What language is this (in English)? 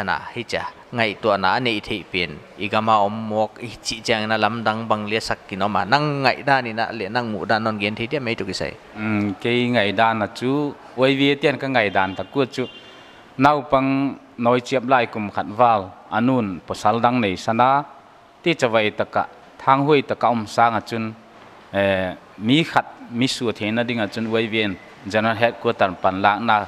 Paite Chin